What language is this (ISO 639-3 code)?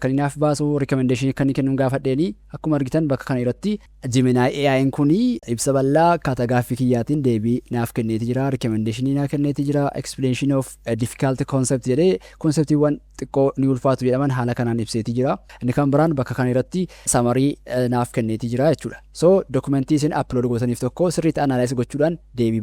orm